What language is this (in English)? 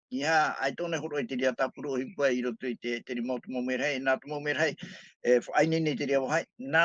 Tahitian